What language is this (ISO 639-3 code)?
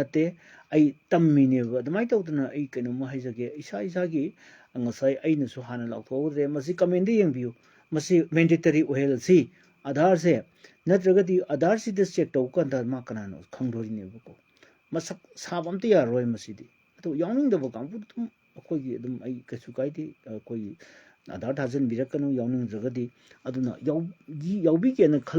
mni